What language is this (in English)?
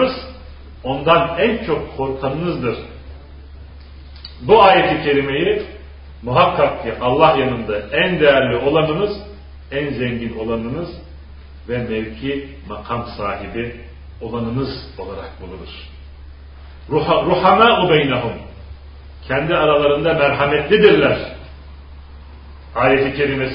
Turkish